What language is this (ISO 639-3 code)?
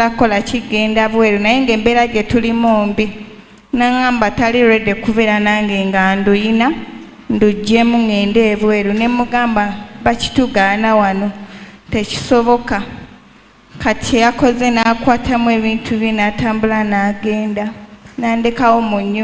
lug